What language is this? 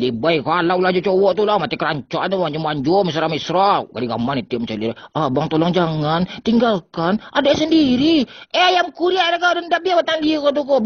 Minangkabau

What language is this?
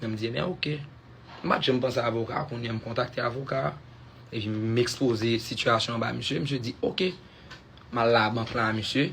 Haitian Creole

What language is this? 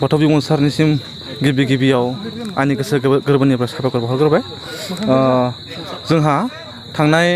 Bodo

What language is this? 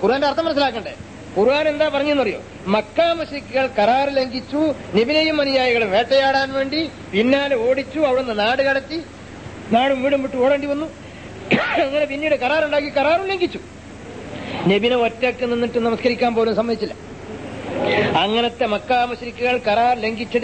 Malayalam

